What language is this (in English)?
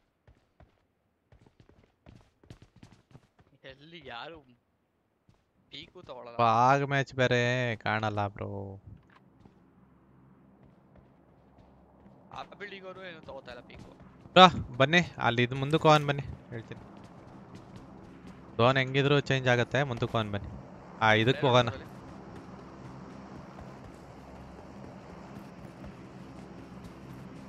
Kannada